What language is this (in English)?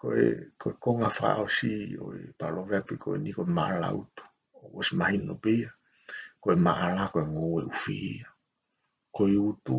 Tongan